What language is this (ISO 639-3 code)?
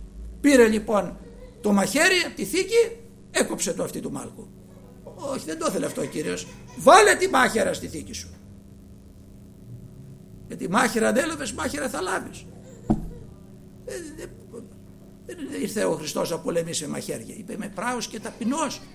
ell